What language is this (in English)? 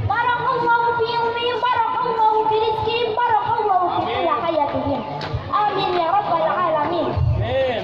Sundanese